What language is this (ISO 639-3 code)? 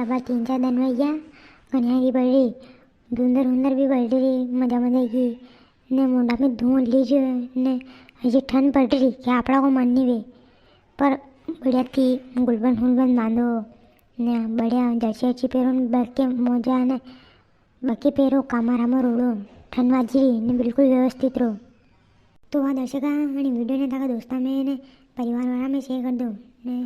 raj